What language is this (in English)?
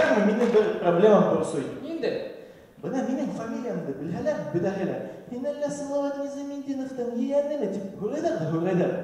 Bashkir